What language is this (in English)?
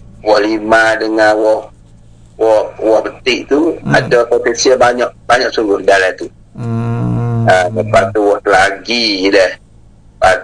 Malay